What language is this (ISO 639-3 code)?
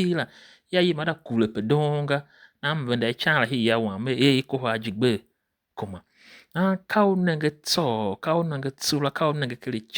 tiv